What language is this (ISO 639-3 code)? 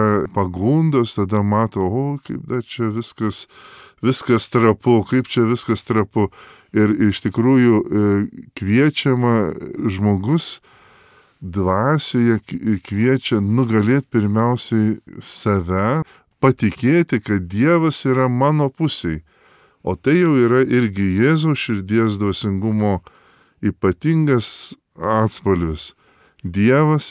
lit